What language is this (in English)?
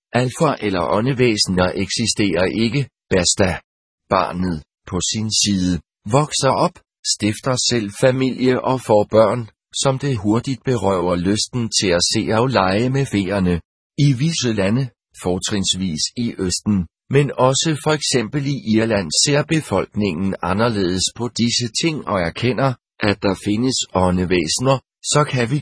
Danish